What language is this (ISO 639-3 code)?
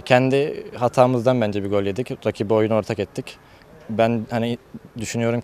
tur